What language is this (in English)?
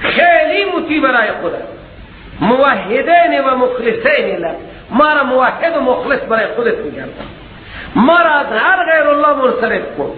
Persian